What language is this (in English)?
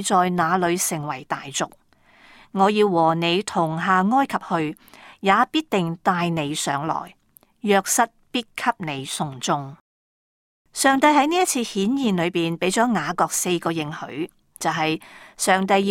Cantonese